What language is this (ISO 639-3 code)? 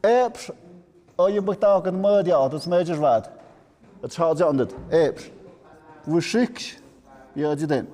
mxp